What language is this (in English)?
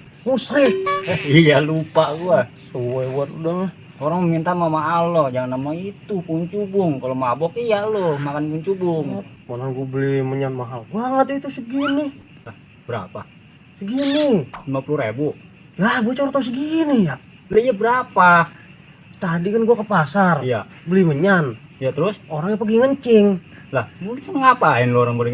Betawi